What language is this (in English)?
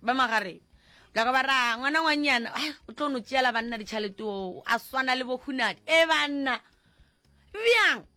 Northern Sotho